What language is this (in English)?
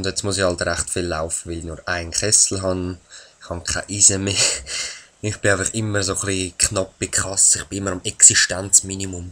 Swiss German